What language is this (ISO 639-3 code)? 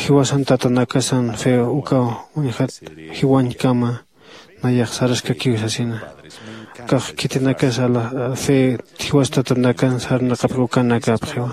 aym